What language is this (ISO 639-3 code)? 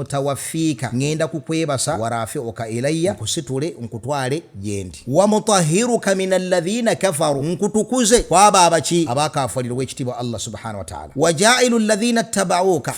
lug